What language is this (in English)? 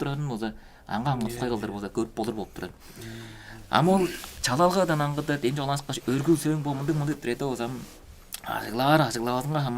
Tuvinian